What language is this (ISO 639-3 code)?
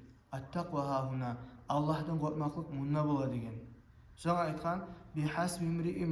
kum